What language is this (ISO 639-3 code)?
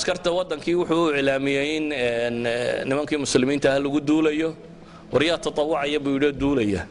som